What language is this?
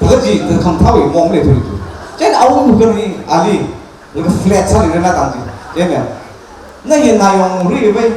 Tangkhul Naga (India)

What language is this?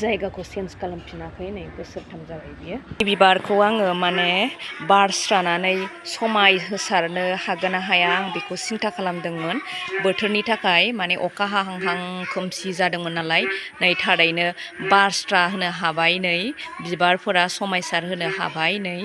Bodo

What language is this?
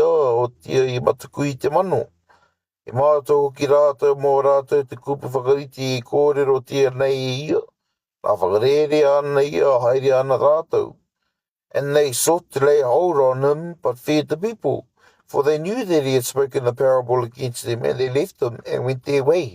Māori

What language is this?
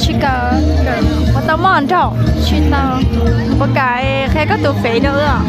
Hmong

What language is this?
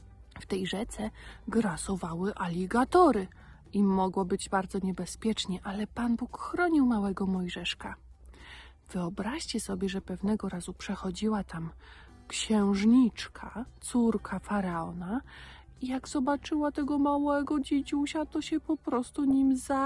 Polish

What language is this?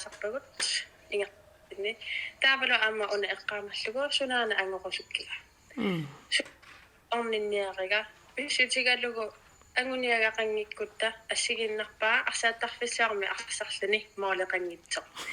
Kalaallisut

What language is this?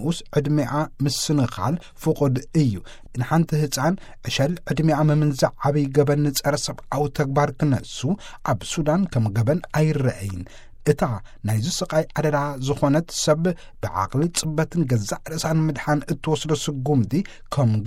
Tigrinya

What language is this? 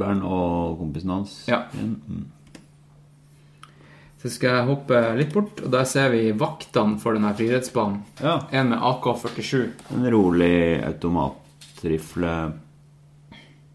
Norwegian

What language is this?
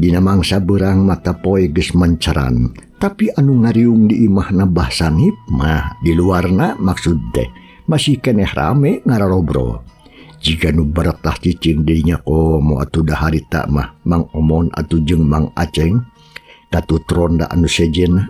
Sundanese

